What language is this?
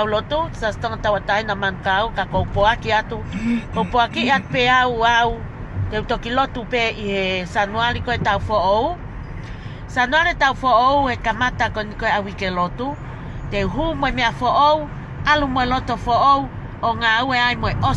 Tongan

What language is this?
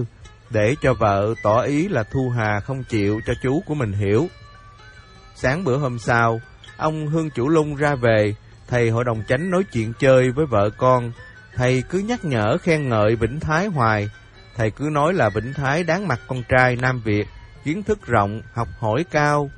Vietnamese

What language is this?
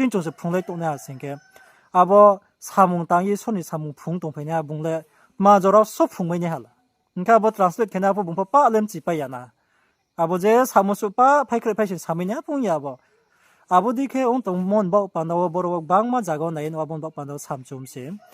Riang (India)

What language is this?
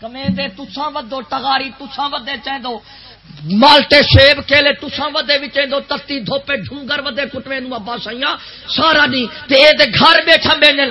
Saraiki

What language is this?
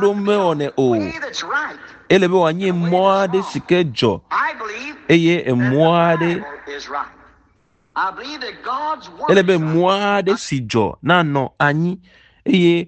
Ewe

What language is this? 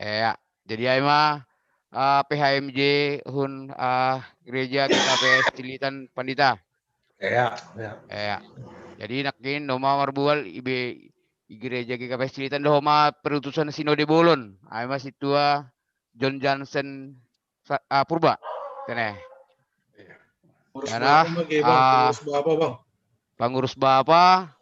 Batak Simalungun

